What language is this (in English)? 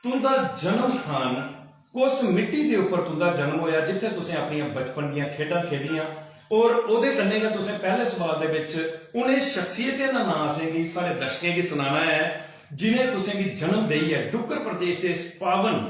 Dogri